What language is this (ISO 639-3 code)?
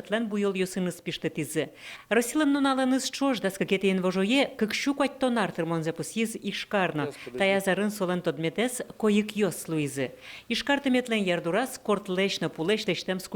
udm